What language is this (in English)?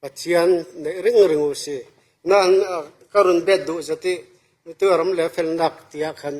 Falam Chin